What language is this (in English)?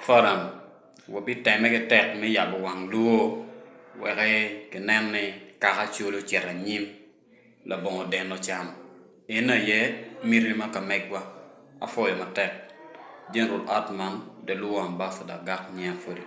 Acoli